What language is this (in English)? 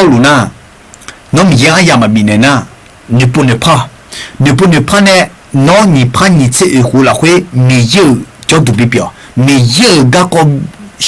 Akha